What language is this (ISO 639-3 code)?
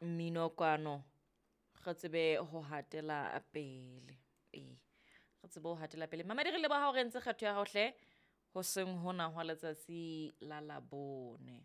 sot